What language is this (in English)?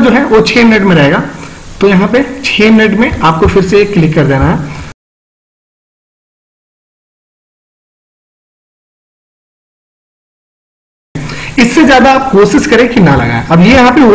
Hindi